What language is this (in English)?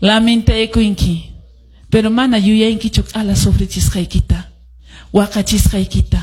Quechua